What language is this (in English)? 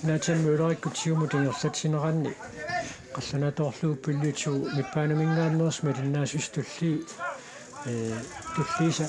Kalaallisut